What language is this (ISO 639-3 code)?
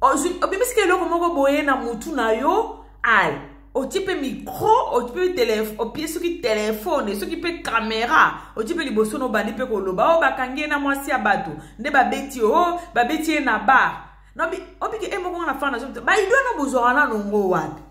lin